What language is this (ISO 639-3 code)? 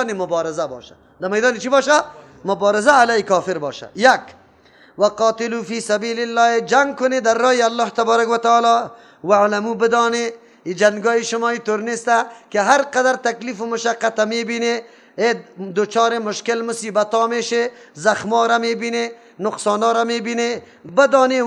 fas